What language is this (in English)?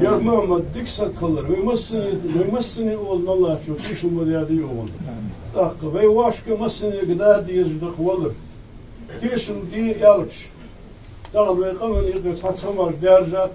Ingush